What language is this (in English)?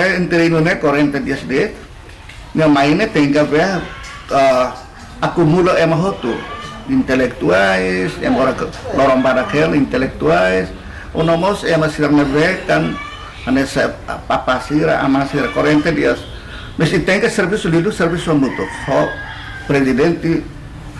Tetum